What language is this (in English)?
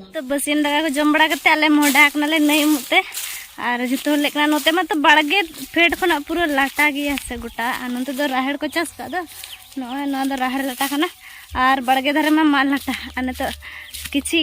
Santali